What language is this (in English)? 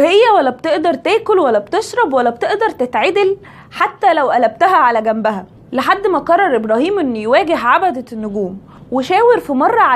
Egyptian Arabic